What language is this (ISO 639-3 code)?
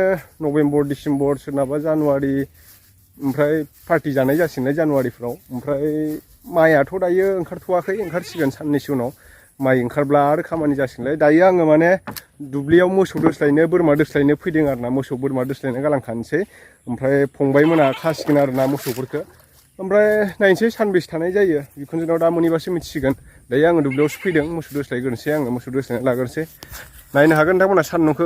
brx